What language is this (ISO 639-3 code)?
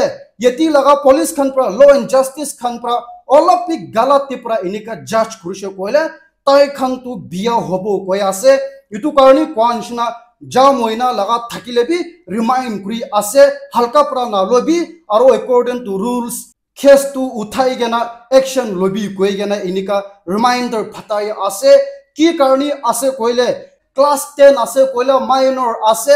nag